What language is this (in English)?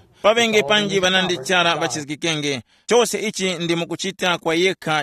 Tumbuka